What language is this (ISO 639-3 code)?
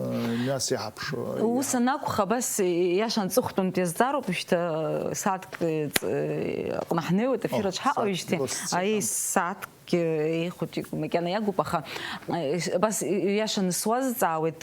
abk